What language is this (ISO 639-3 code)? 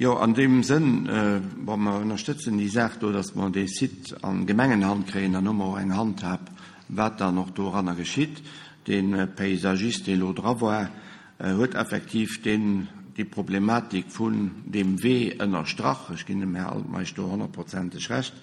ltz